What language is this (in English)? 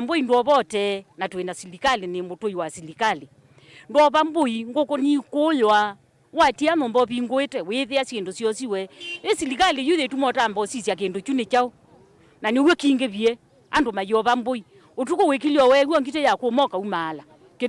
Kamba